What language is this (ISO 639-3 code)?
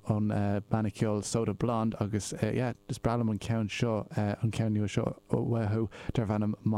gle